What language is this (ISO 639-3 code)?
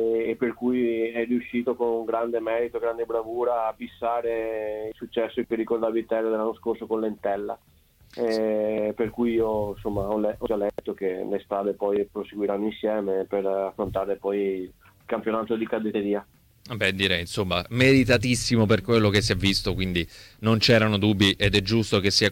ita